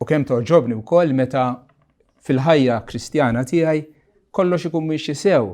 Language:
Maltese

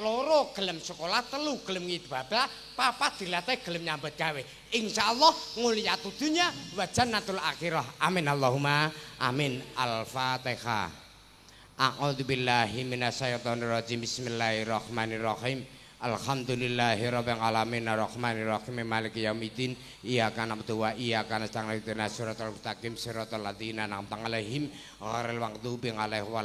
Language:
Javanese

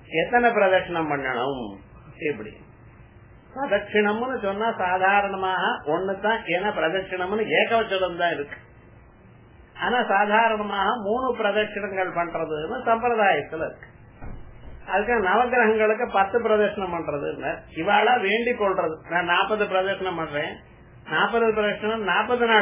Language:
Tamil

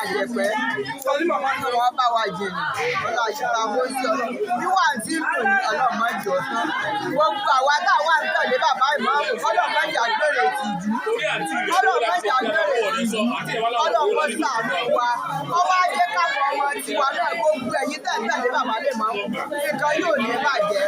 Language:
Yoruba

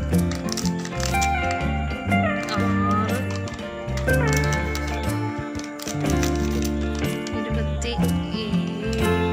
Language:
Malayalam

